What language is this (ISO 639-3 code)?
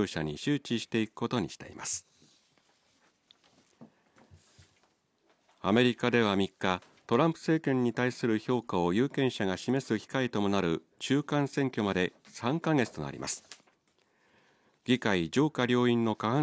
jpn